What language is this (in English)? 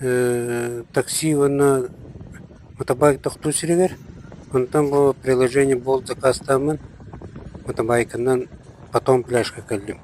Yakut